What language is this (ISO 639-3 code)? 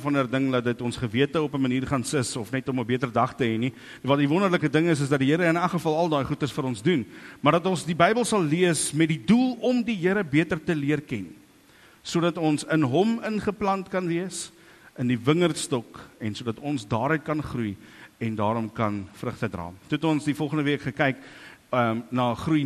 afr